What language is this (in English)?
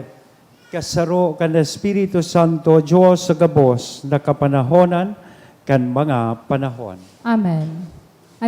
Bikol